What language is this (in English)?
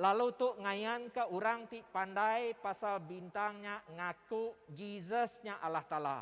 Iban